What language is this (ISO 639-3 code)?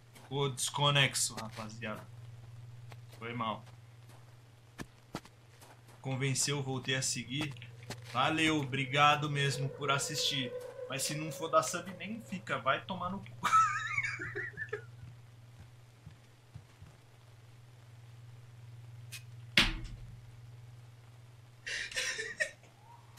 por